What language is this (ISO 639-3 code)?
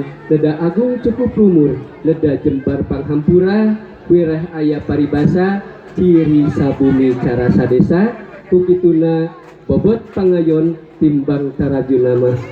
sun